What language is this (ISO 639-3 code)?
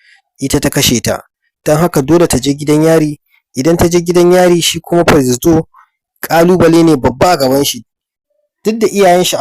hau